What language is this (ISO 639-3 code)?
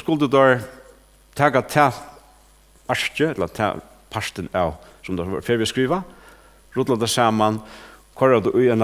fao